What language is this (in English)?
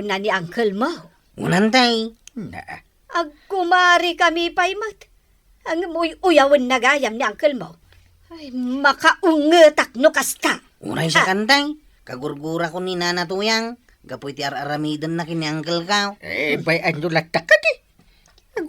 Iloko